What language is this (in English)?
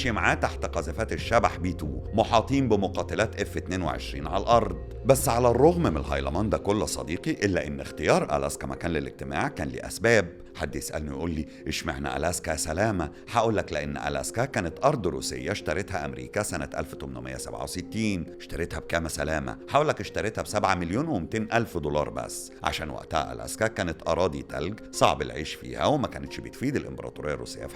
Egyptian Arabic